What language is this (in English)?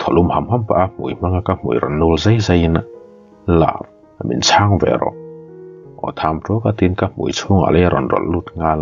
Mizo